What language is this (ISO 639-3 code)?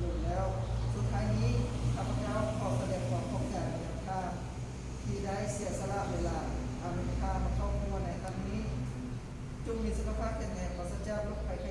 lao